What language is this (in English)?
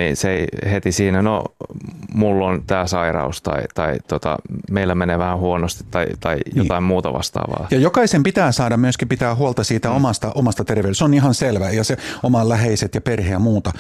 Finnish